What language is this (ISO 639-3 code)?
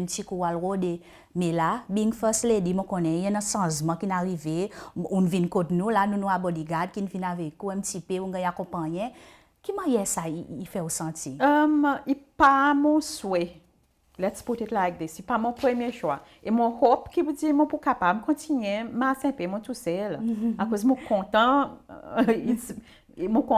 crs